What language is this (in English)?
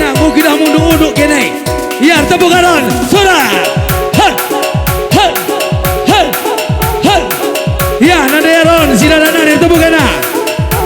Batak Karo